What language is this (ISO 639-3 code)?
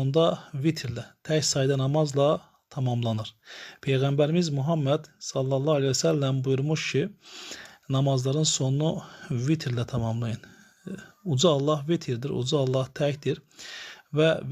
aze